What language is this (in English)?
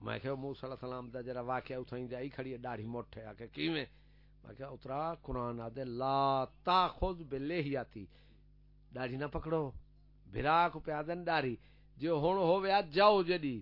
Saraiki